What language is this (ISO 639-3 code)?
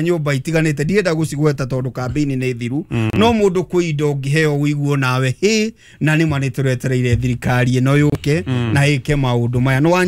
kik